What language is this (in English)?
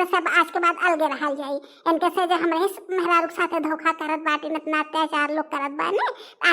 Bhojpuri